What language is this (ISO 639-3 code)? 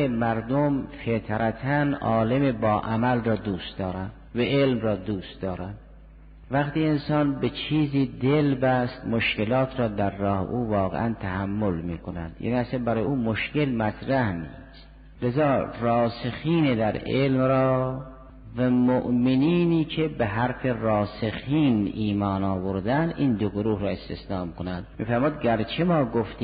fas